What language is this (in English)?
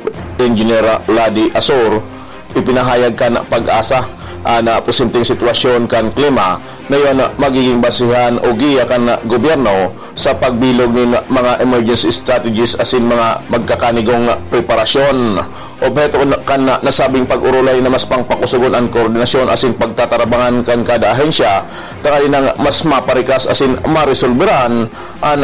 Bikol